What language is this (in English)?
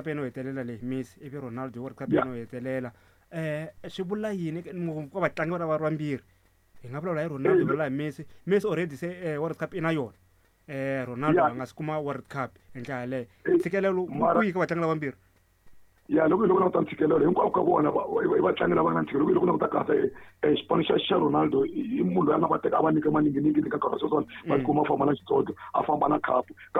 Tsonga